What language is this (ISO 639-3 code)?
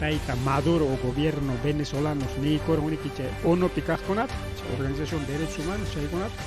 quy